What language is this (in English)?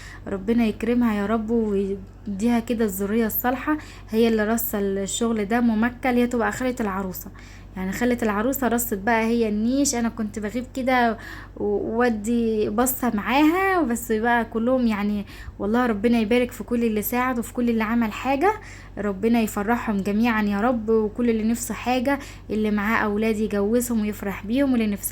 Egyptian Arabic